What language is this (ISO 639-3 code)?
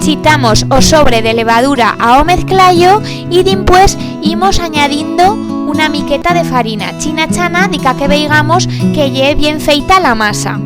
arg